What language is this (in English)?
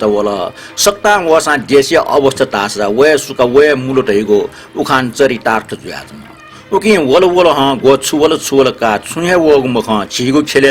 Newari